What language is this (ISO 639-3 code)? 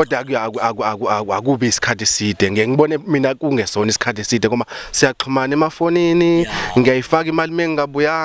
zul